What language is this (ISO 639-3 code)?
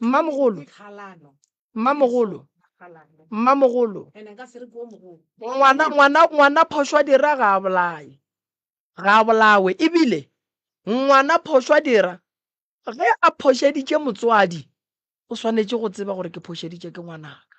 nso